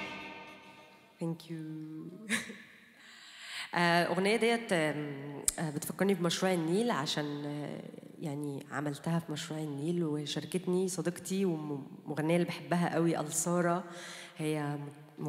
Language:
Egyptian Arabic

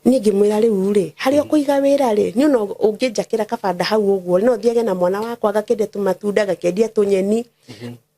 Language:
Kikuyu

